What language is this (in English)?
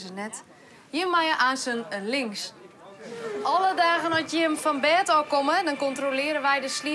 Western Frisian